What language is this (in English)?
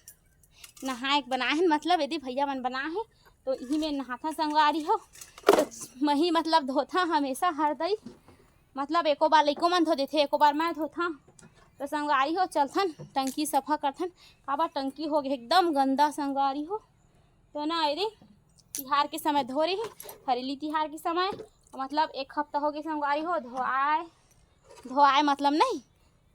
Chhattisgarhi